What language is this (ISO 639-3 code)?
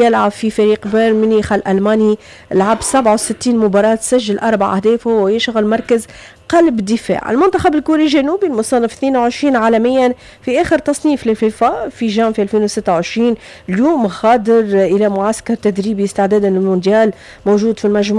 aeb